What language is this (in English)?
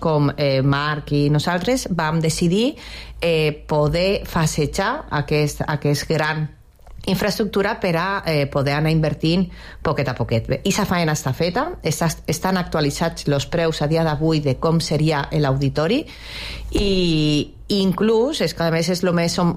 Catalan